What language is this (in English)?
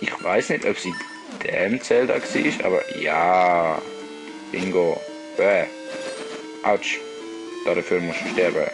Swiss German